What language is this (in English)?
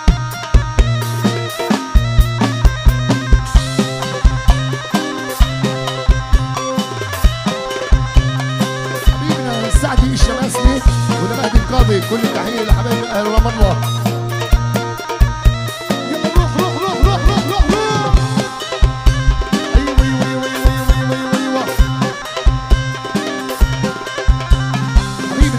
South Levantine Arabic